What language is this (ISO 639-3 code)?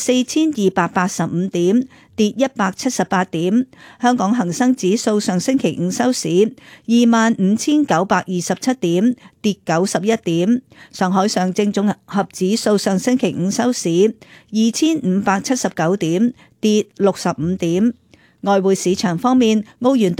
yue